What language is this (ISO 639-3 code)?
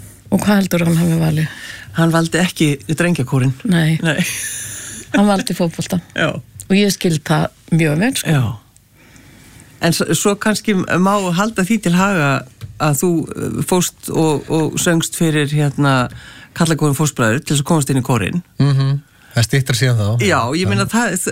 isl